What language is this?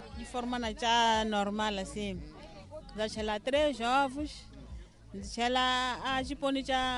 Tsonga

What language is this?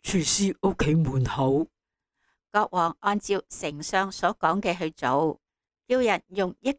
Cantonese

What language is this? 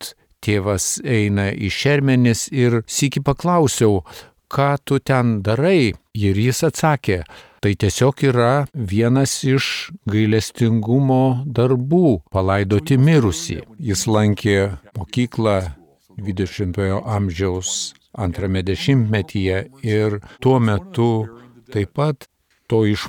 Lithuanian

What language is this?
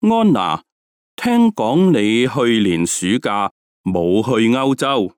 Cantonese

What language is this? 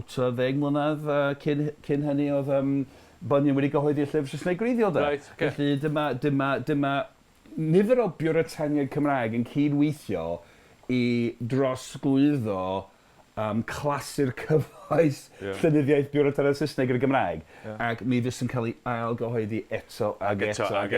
Welsh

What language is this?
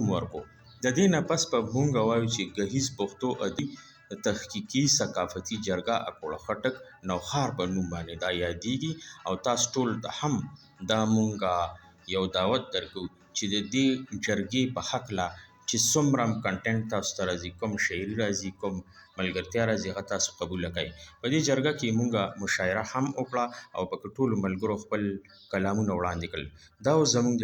Pashto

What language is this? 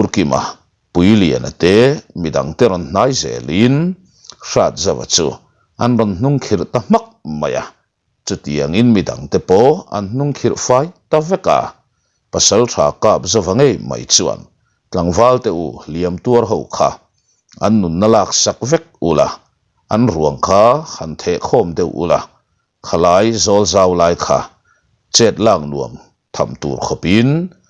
Mizo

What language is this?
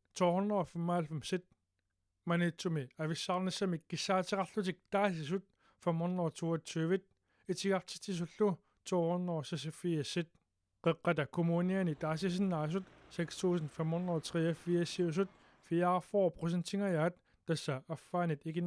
Kalaallisut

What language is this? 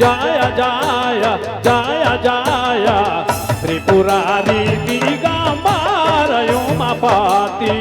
Sadri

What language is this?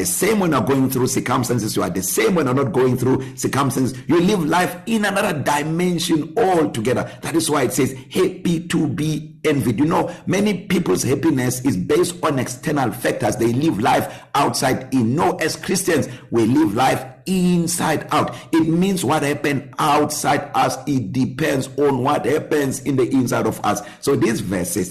English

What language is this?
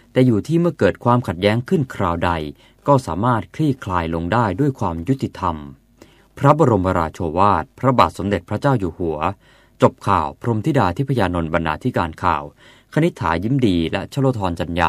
Thai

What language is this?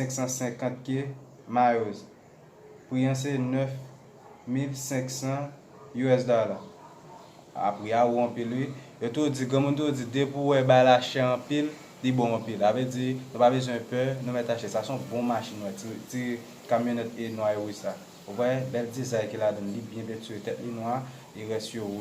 Haitian Creole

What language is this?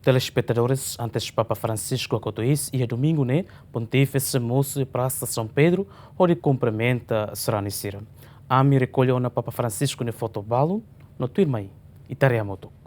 Tetum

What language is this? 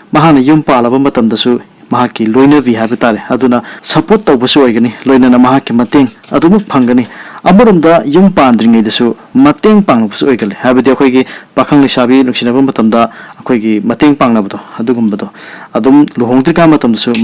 Manipuri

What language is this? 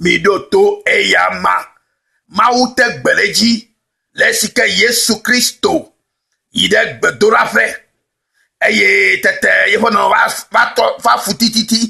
Ewe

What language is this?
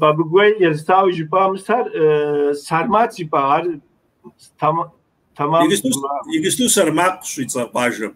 Kabardian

